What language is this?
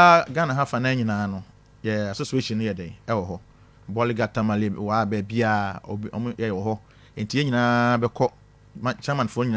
Akan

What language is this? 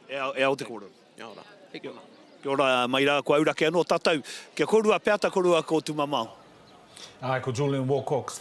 Māori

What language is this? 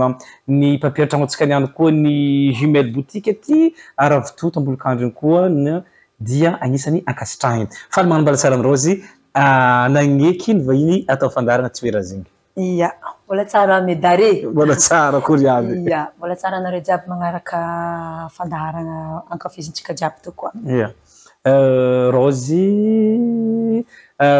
Malagasy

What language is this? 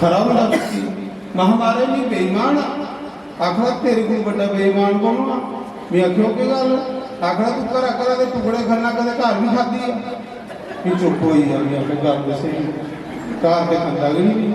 Dogri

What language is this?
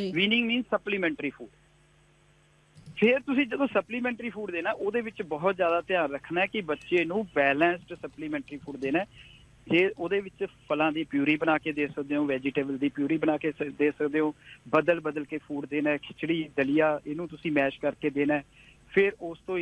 Punjabi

